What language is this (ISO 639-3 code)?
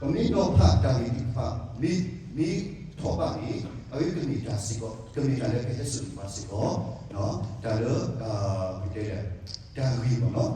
ksw